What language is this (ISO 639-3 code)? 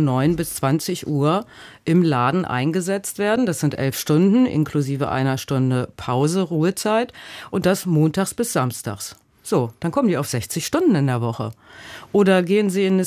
deu